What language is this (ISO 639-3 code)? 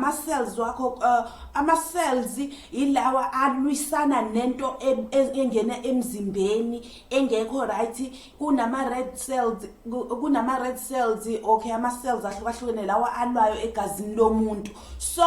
zul